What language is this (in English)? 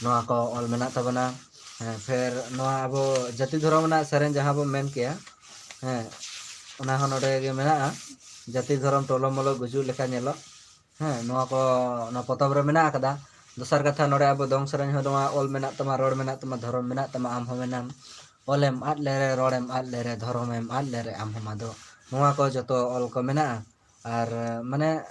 Santali